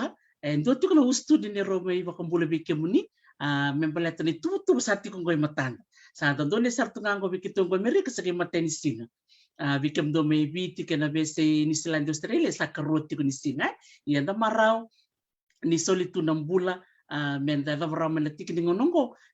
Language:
Fijian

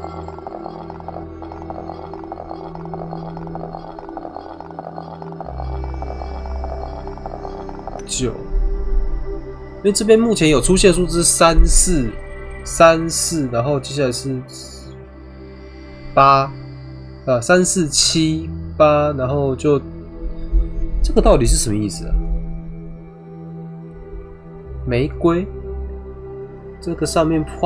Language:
Chinese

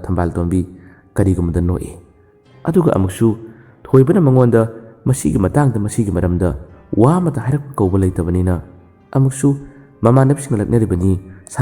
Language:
Manipuri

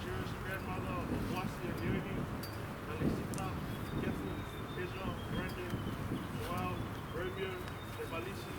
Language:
Tongan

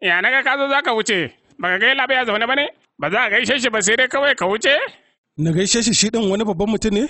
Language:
Hausa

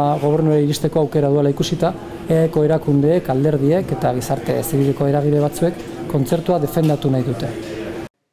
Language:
Basque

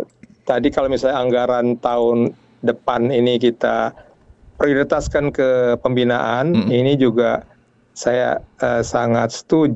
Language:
Indonesian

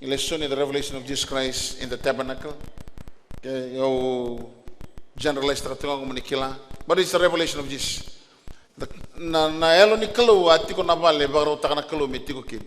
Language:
Fijian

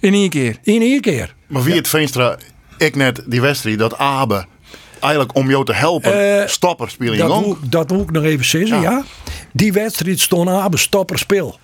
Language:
Western Frisian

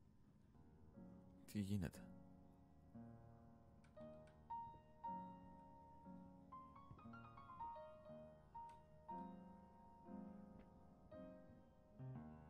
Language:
Greek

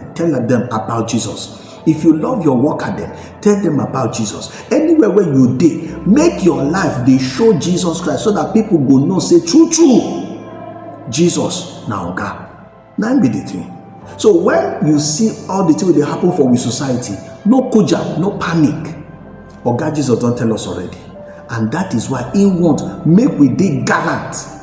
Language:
Nigerian Pidgin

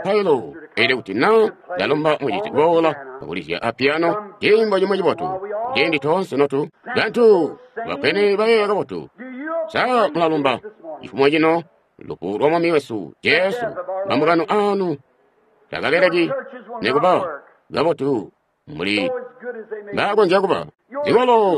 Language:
Tonga (Zambia)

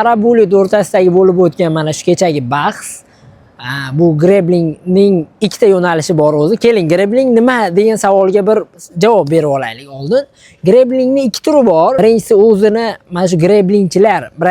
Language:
Uzbek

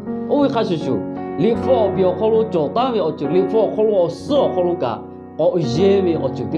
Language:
Lahu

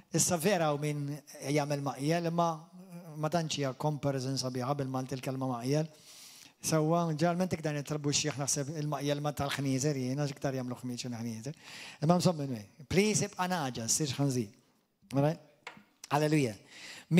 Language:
Maltese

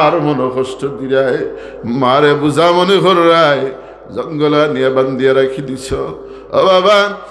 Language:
Sylheti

